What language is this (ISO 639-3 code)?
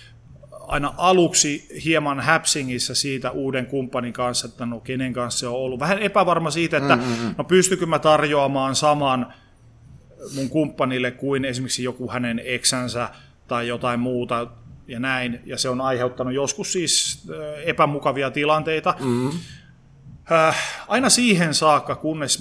fin